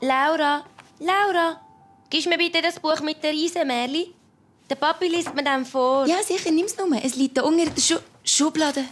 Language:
Swiss German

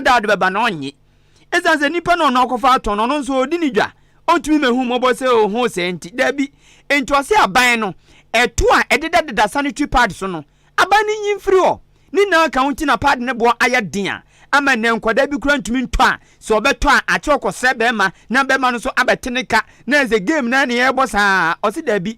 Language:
Akan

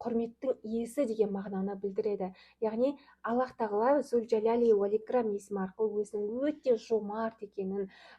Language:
Kazakh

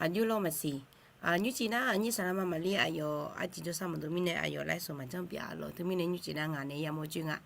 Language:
Akha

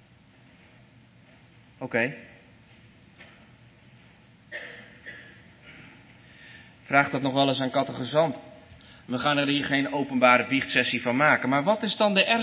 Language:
Dutch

